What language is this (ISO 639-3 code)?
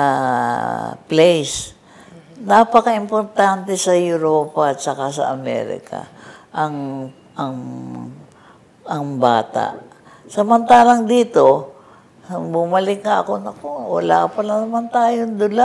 fil